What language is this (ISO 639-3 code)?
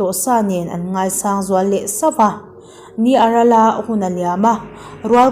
lus